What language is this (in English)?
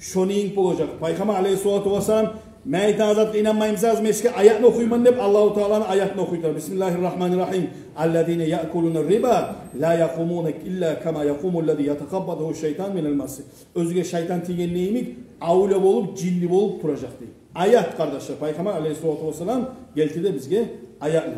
Kumyk